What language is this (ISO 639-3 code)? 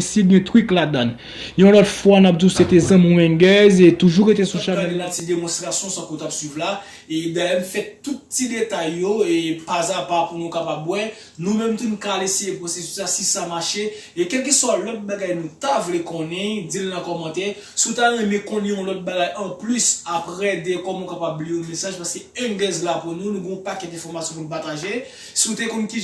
hat